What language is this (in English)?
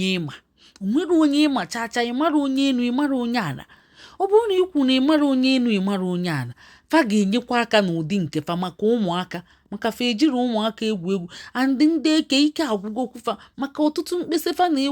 Igbo